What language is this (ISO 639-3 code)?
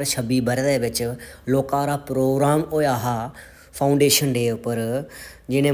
doi